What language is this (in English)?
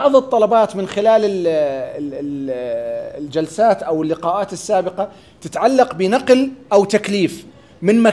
Arabic